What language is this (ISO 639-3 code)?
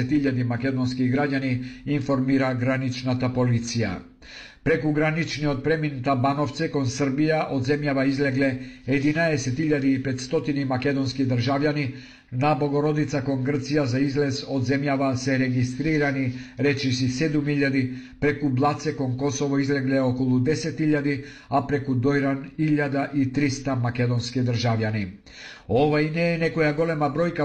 mkd